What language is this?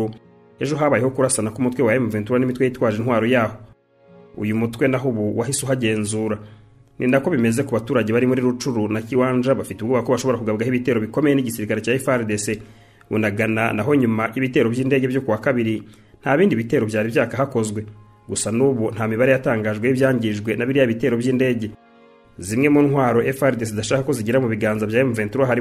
Kinyarwanda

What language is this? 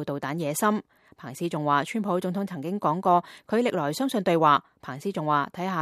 Cantonese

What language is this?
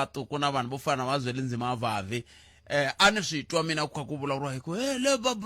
Tsonga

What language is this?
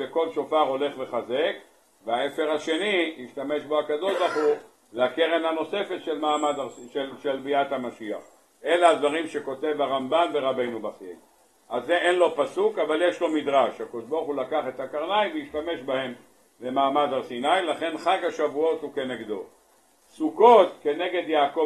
Hebrew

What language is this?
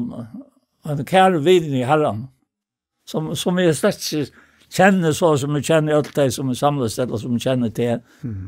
Faroese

